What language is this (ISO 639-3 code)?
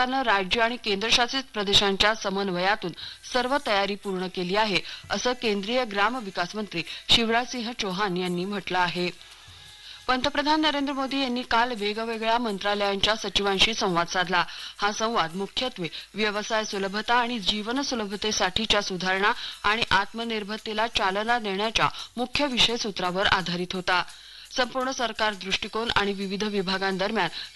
mar